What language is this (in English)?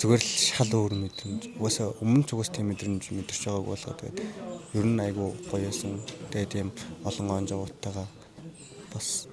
Mongolian